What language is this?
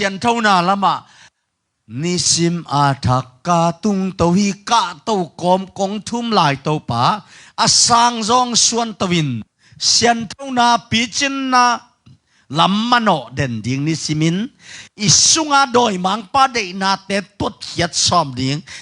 Tedim Chin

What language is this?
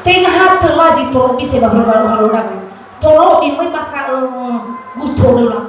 Nias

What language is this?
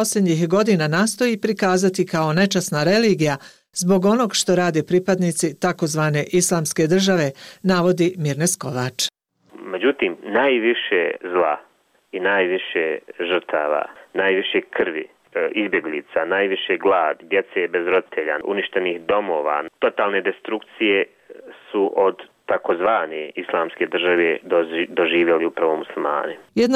Bosnian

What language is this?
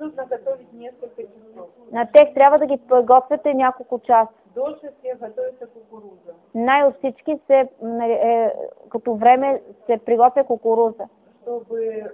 Bulgarian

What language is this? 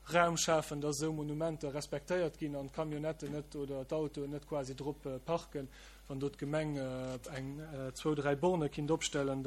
Luxembourgish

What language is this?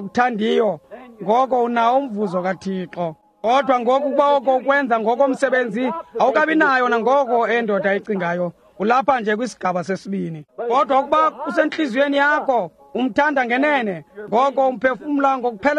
Xhosa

